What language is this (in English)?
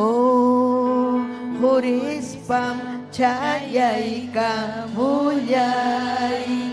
Ayacucho Quechua